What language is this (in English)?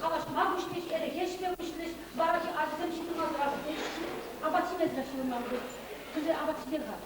Chuvash